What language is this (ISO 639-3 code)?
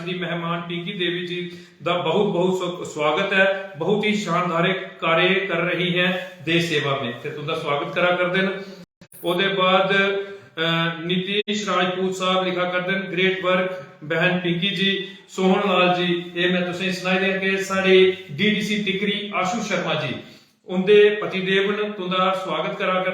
doi